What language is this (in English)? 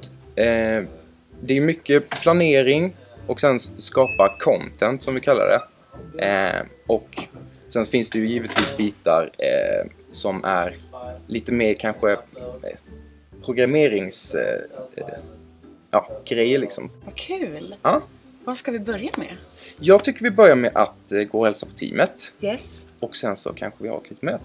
Swedish